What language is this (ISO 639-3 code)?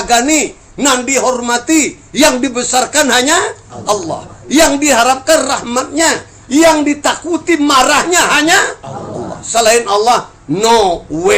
min